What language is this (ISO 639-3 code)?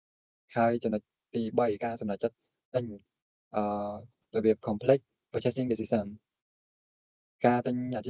khm